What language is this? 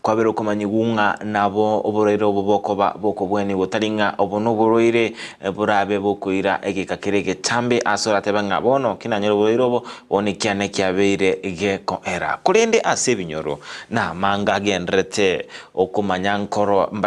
Gusii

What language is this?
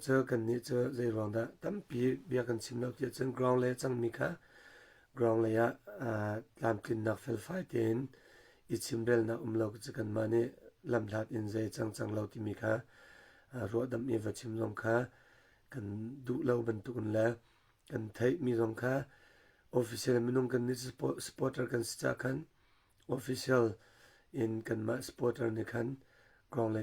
Hakha Chin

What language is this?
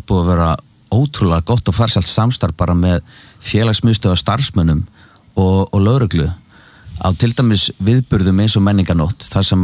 Icelandic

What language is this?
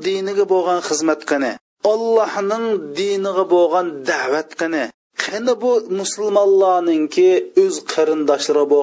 Uyghur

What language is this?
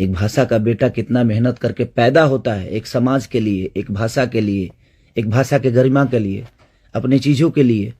Bhojpuri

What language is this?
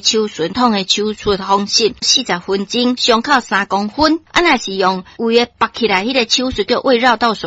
Min Nan Chinese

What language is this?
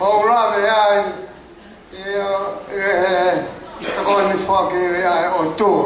Tongan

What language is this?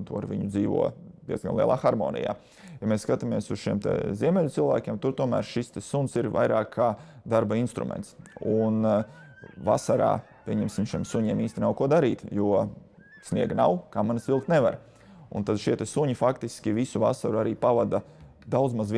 Latvian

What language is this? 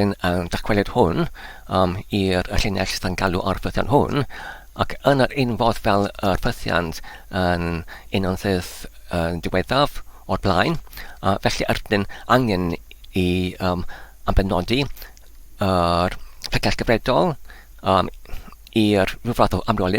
Welsh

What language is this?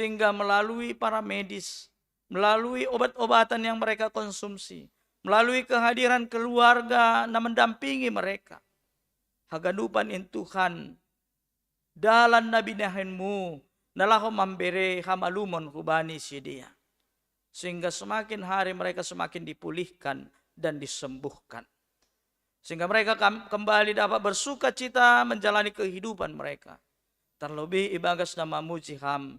Batak Simalungun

